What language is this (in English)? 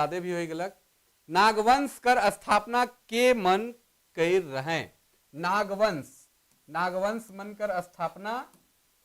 Sadri